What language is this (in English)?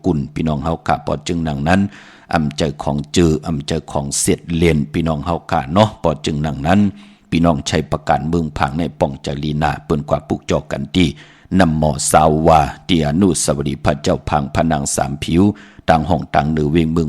Shan